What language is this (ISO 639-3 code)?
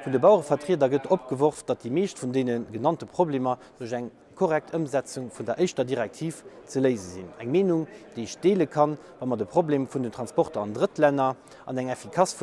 ltz